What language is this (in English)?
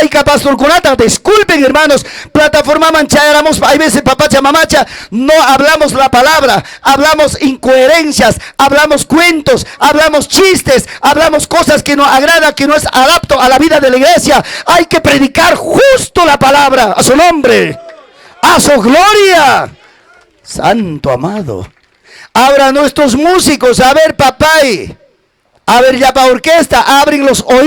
Ayacucho Quechua